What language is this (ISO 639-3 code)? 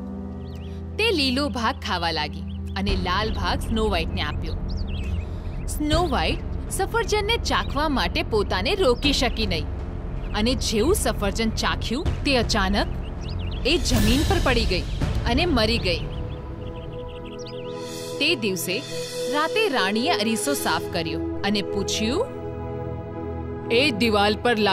guj